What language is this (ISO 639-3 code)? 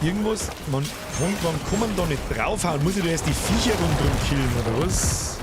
bar